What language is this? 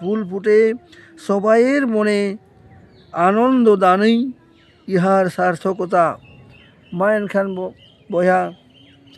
Santali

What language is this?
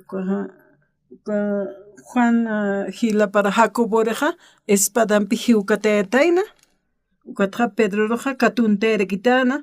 Aymara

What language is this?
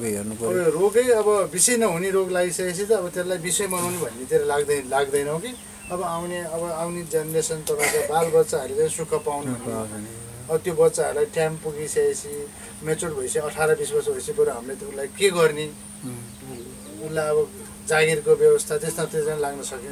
Nepali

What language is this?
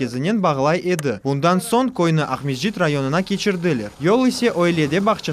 Crimean Tatar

